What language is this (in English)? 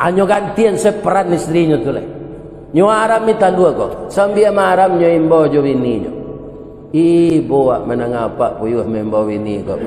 Minangkabau